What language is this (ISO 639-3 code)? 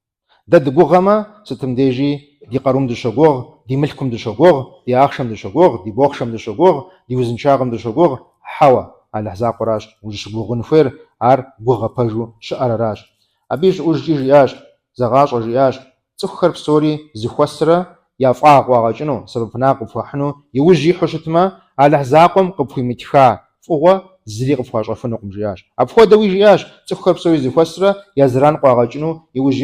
kbd